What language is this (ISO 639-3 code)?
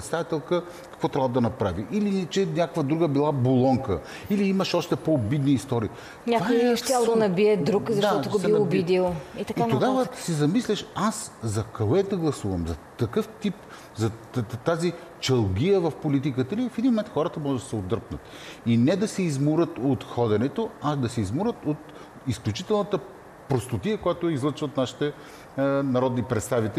bul